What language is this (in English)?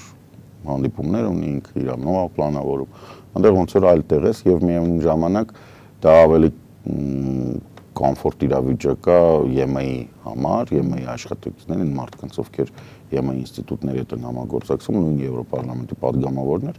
Armenian